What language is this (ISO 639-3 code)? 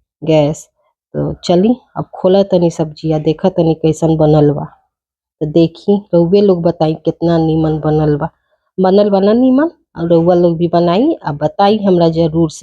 bho